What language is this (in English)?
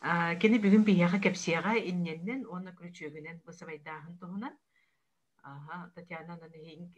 Yakut